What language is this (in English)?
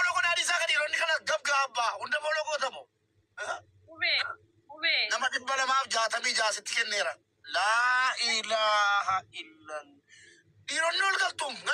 Oromo